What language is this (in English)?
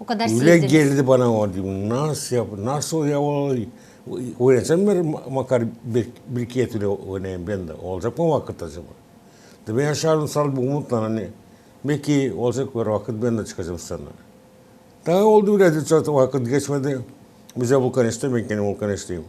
Gagauz